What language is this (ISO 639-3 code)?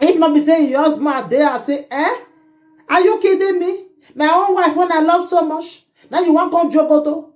pcm